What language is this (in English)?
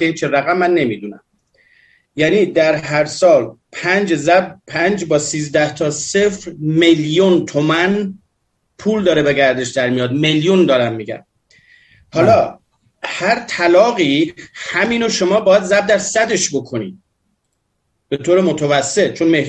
Persian